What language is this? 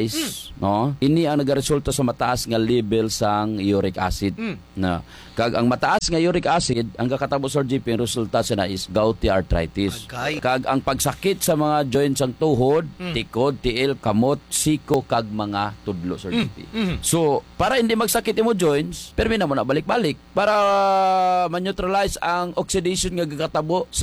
Hiligaynon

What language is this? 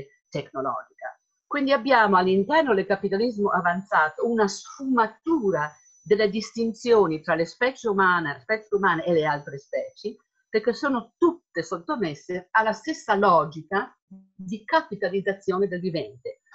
Italian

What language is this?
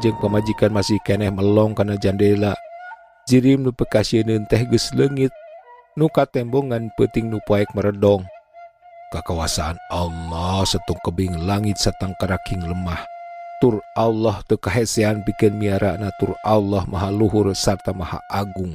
Sundanese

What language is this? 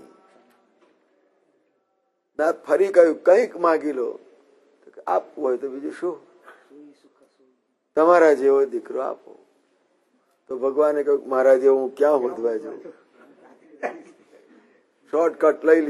Gujarati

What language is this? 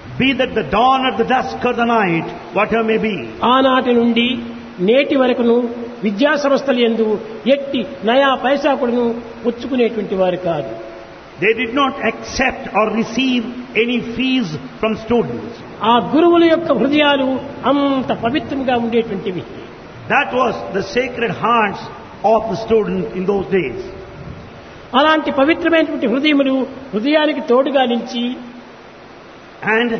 Telugu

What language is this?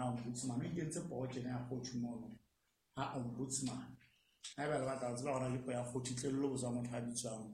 Southern Sotho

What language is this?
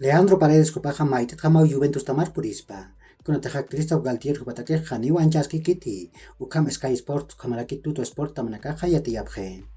Aymara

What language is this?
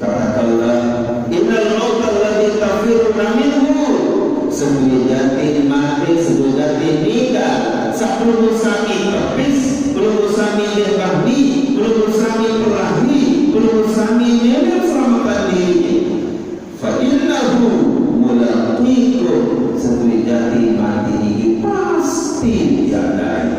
Sasak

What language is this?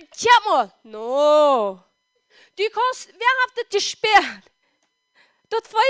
Plautdietsch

